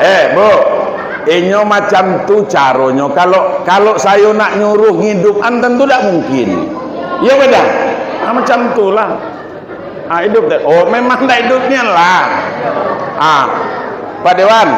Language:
Minangkabau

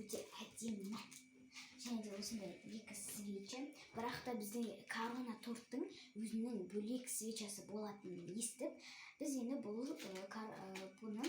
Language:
Kazakh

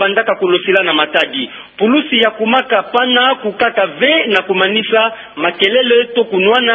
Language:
Kituba (Democratic Republic of Congo)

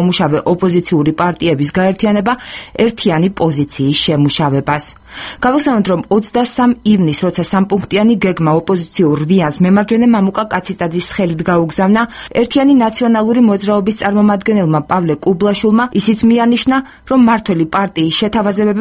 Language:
Georgian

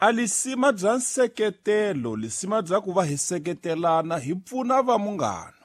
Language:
Tsonga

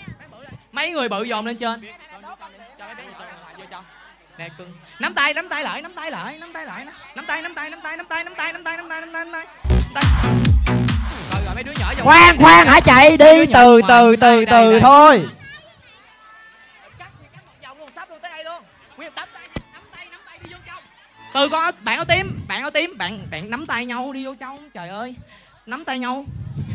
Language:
Vietnamese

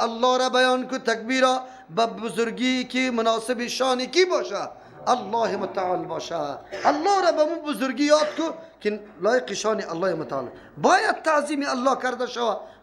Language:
Persian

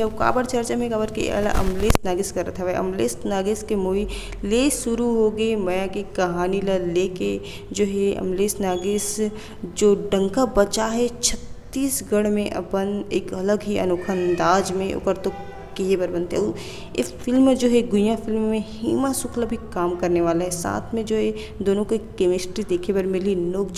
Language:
Chhattisgarhi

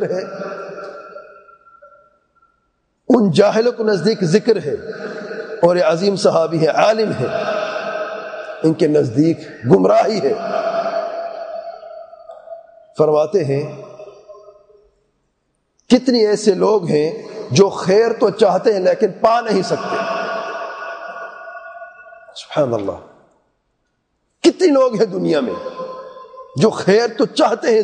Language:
Urdu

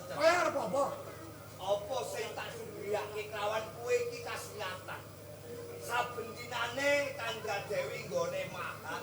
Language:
Javanese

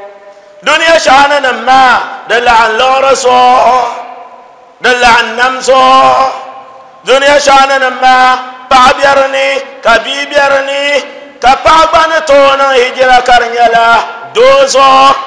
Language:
Dagbani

